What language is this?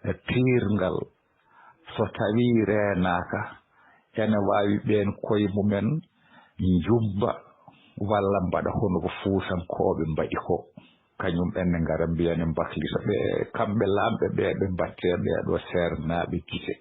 Fula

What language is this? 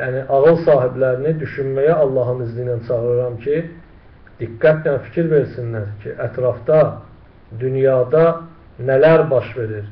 Azerbaijani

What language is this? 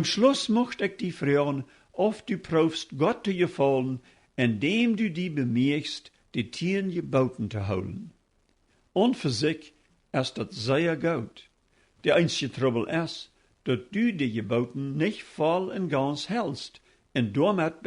Plautdietsch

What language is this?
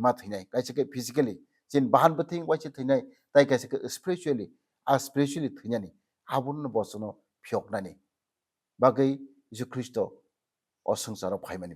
Kok Borok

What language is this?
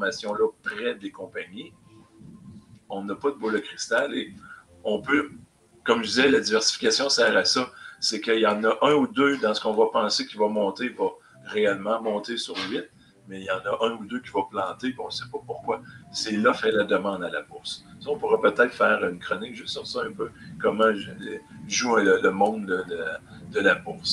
French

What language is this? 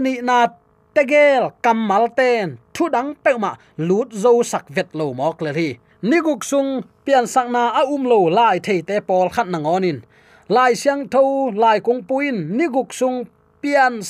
Tedim Chin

